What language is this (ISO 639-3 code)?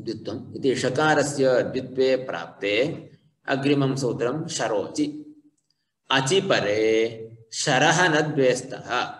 san